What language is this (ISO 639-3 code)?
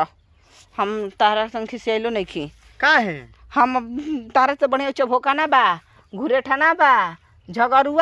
bho